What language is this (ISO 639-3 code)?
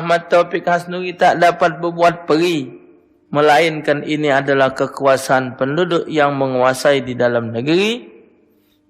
mui